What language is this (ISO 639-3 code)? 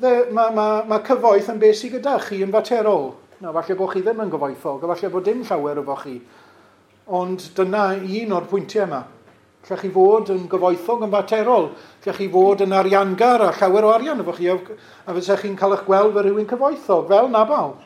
cym